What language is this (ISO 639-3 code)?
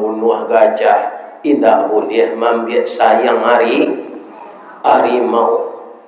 min